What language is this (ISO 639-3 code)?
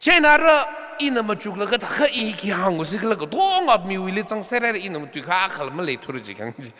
nmf